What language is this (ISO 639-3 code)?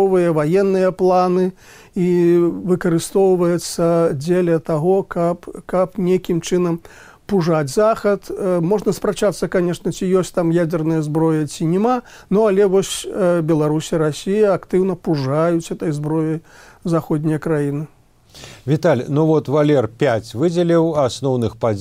bel